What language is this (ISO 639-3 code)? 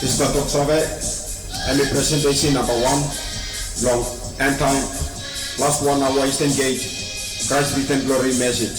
tpi